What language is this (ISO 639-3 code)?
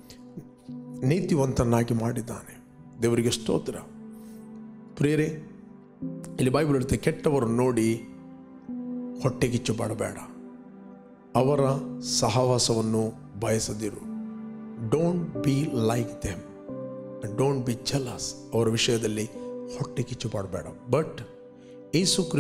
kan